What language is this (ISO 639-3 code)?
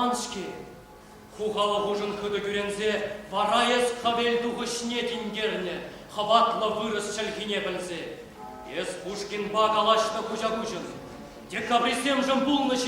chv